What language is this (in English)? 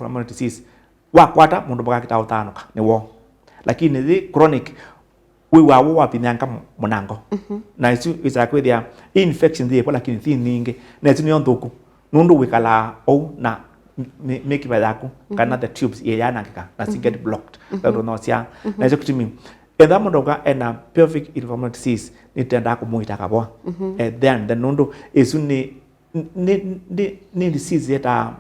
Kamba